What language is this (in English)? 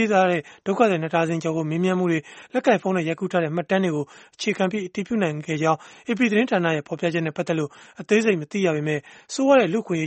Burmese